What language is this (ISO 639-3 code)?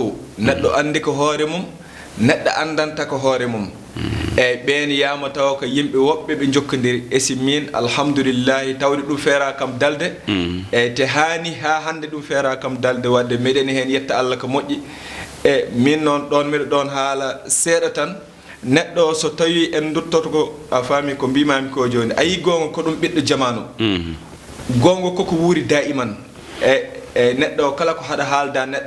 ful